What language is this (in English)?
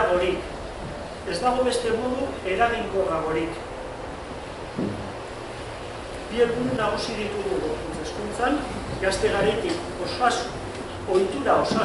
Basque